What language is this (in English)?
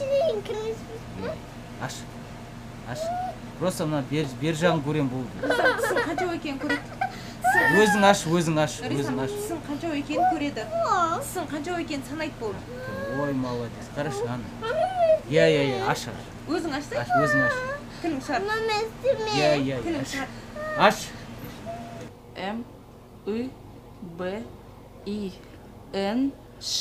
Kazakh